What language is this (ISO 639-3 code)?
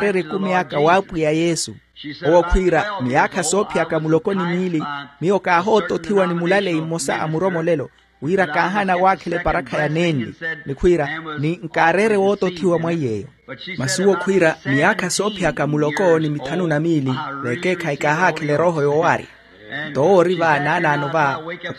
vmw